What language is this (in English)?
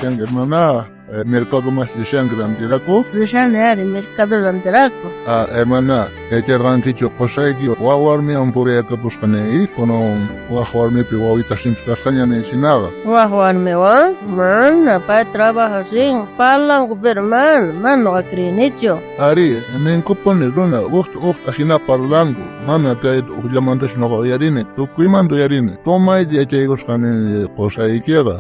South Bolivian Quechua